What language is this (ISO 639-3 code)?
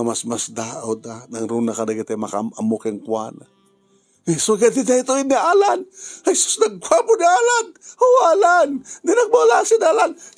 ilo